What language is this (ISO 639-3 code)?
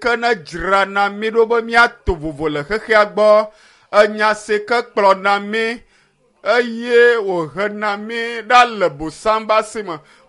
ewe